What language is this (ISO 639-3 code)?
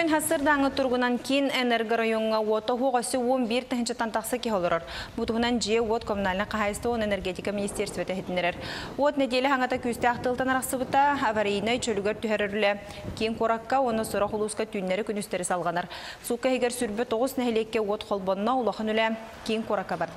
sah